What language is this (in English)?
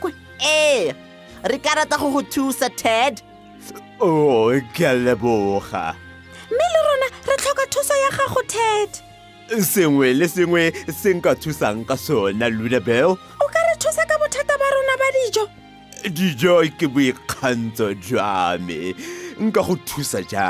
Tswana